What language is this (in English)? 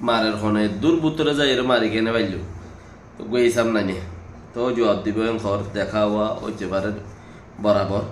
Rohingya